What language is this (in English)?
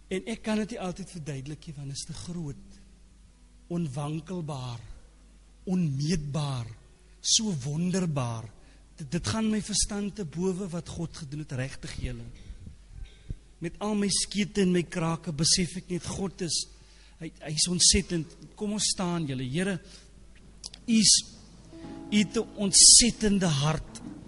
Afrikaans